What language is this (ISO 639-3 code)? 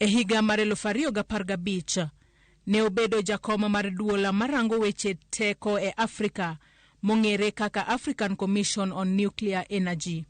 luo